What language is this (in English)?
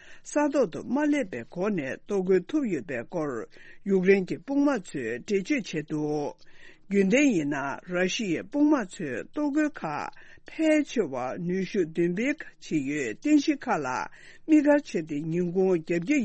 Tibetan